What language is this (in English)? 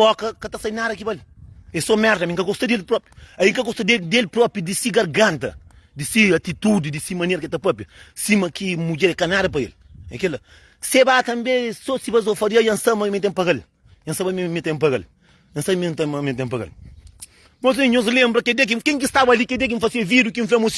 Kabuverdianu